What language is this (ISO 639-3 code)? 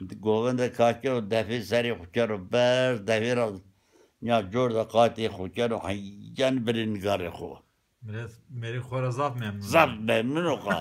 zza